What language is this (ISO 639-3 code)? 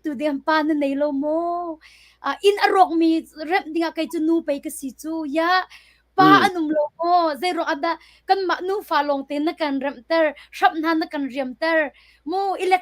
cnh